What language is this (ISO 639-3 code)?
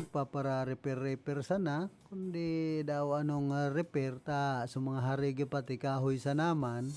bik